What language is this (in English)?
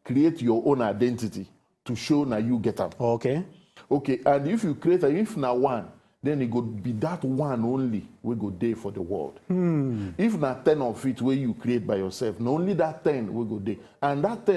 Nigerian Pidgin